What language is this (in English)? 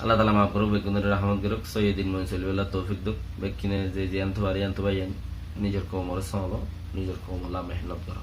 Rohingya